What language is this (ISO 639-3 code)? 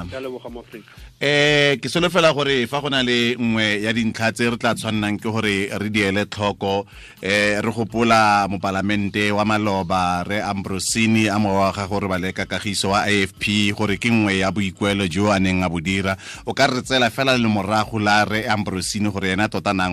tsn